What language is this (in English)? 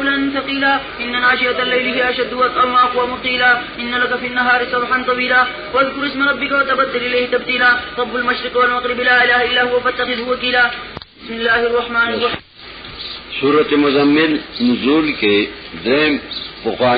Pashto